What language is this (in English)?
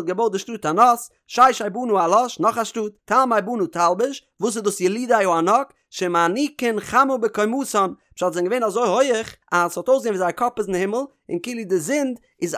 Yiddish